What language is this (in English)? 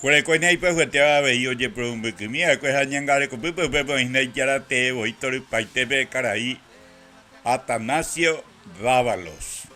Guarani